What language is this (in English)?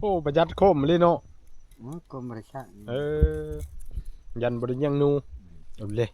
Northeastern Thai